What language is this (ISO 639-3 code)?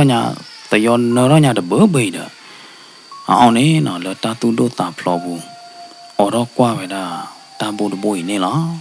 ksw